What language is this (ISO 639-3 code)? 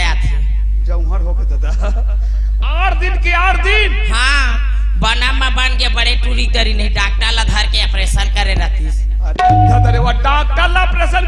hne